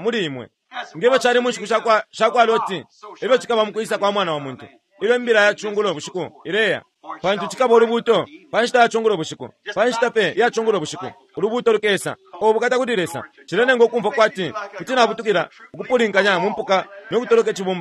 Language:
Bemba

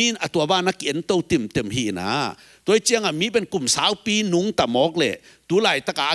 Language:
Tedim Chin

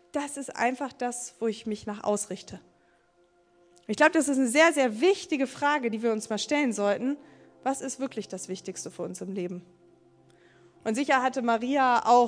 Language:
German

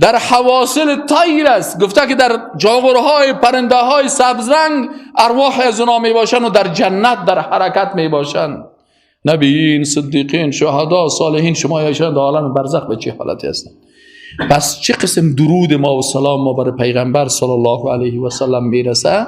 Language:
Persian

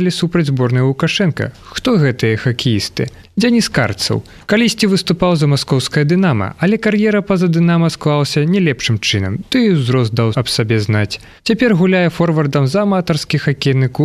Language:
Belarusian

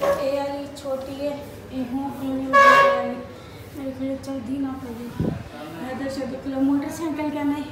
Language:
Saraiki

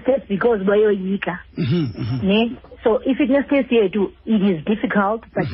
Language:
Xhosa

